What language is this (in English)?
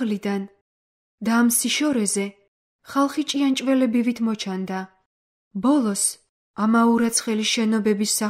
Georgian